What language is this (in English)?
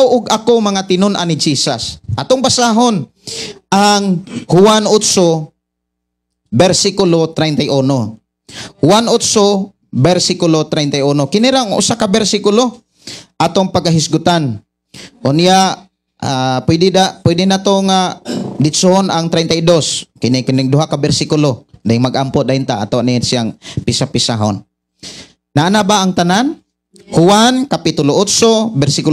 Cebuano